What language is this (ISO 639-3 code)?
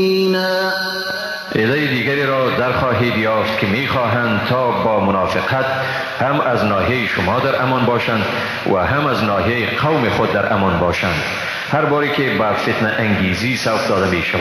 fas